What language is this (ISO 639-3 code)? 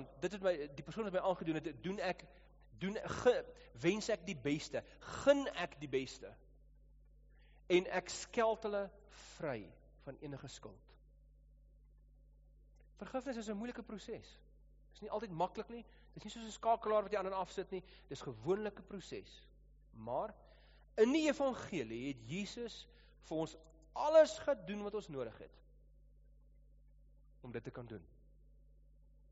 afr